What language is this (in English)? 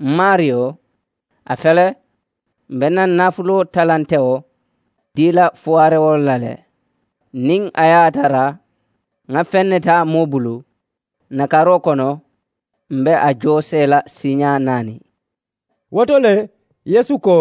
Mandingo